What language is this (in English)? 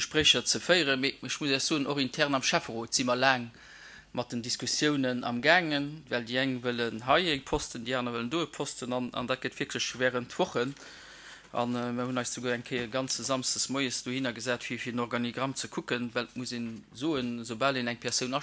Luxembourgish